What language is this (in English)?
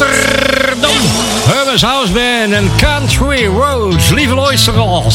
Dutch